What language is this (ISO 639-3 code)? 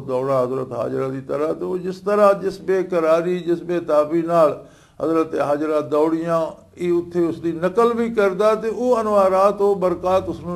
lah